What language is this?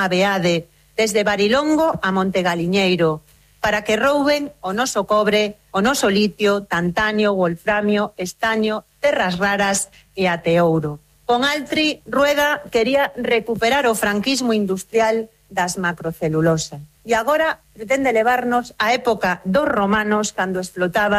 Galician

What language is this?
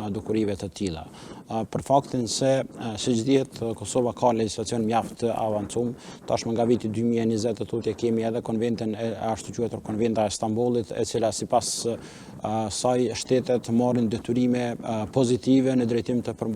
Albanian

